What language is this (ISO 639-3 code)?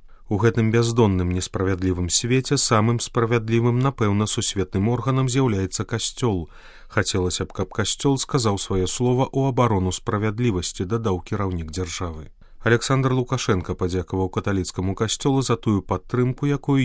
bel